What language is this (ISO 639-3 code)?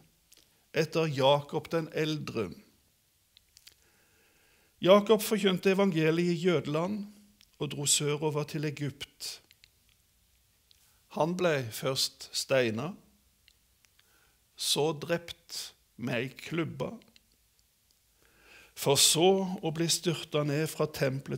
nor